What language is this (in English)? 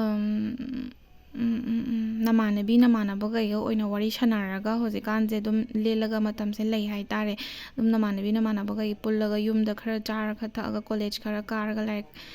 Manipuri